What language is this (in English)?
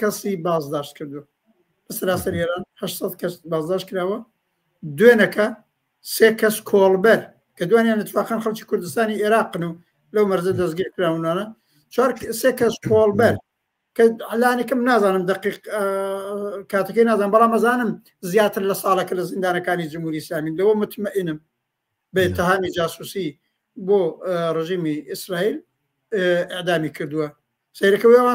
Central Kurdish